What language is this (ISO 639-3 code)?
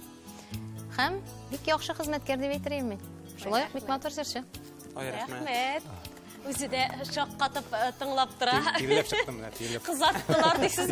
tat